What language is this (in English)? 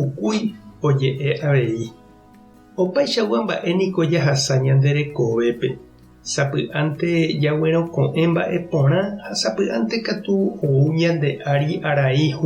Guarani